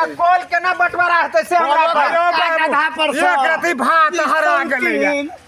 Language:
Maithili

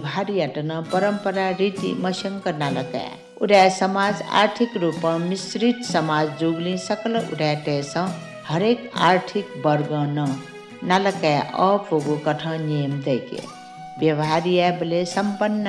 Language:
Newari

